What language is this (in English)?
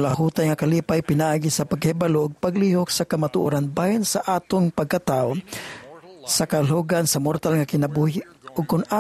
Cebuano